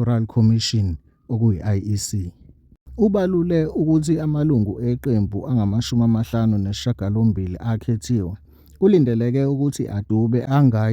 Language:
Zulu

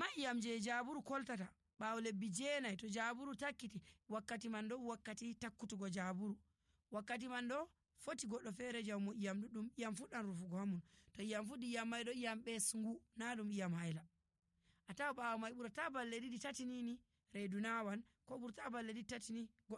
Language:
Nigerian Fulfulde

